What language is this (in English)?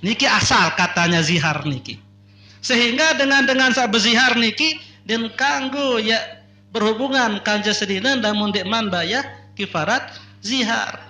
Sasak